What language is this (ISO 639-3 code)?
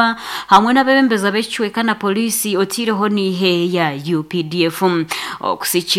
nyn